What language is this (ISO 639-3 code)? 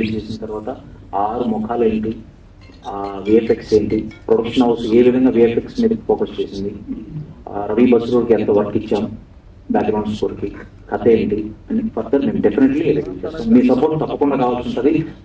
tel